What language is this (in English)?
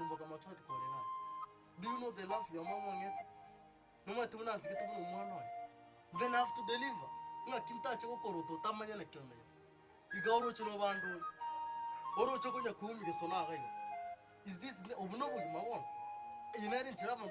Gusii